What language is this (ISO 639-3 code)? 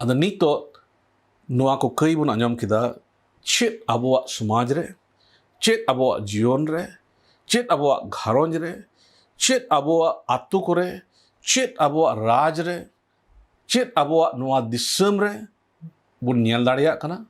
sat